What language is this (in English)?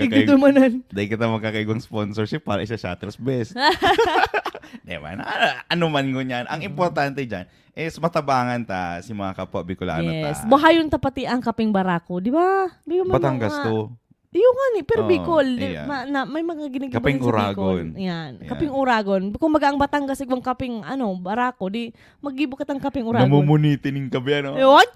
Bikol